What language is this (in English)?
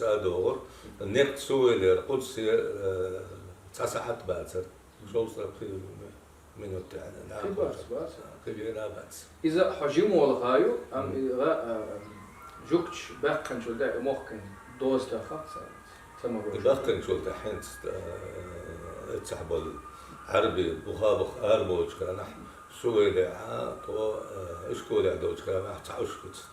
Chechen